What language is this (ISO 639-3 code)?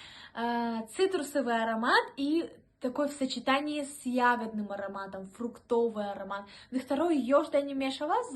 tgk